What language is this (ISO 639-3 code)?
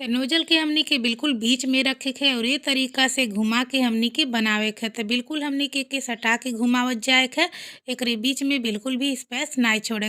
bho